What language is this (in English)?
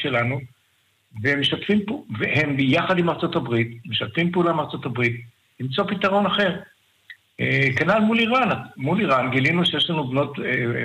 Hebrew